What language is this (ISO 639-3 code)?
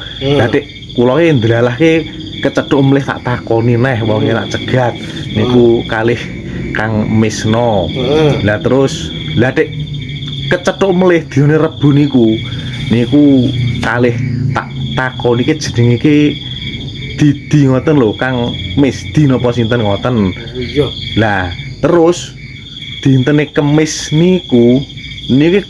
jav